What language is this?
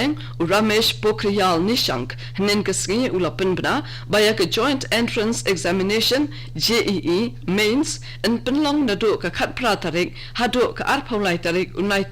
Khasi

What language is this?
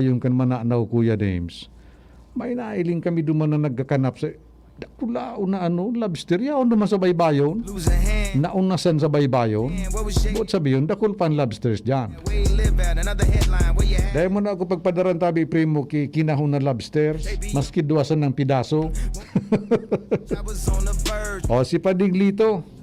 Bikol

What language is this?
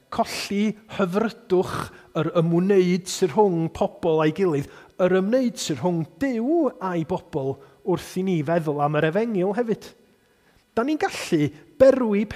Welsh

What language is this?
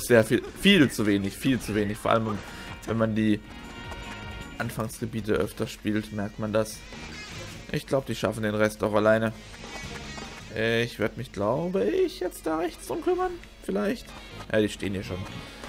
German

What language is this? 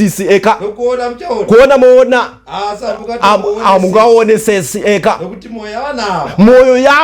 Shona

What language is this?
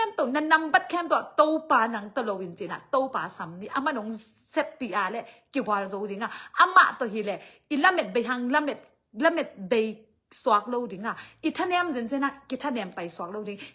Tedim Chin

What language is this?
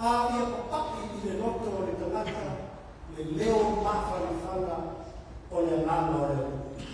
Samoan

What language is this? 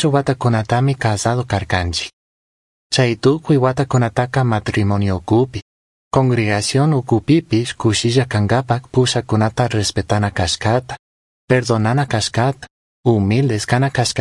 Chimborazo Highland Quichua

